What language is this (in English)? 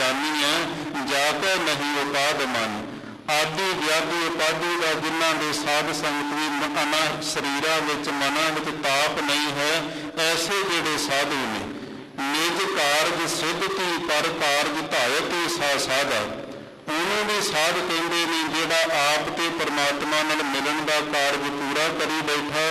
Punjabi